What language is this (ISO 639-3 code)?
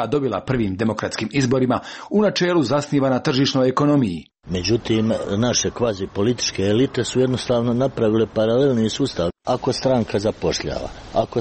hrv